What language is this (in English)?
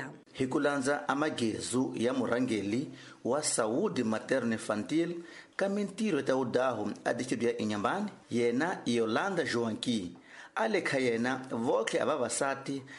Tsonga